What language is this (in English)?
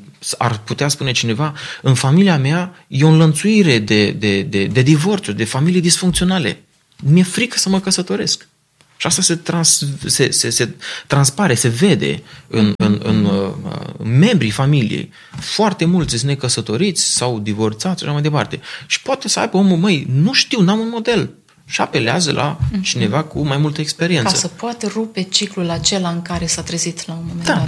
Romanian